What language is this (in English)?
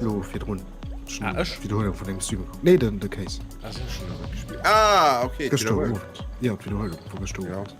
Luxembourgish